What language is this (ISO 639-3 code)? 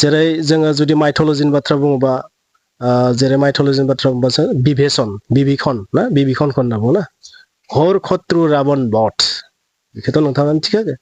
brx